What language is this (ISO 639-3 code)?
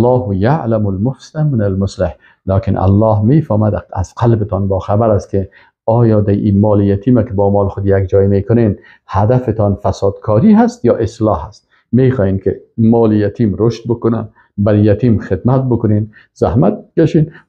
fas